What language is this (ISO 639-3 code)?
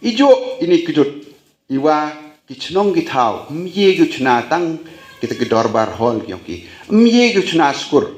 kha